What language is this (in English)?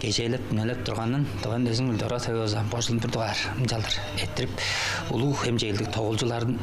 Tuvinian